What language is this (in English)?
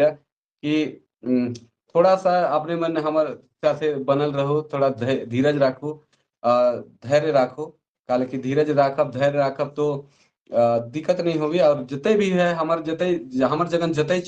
Sadri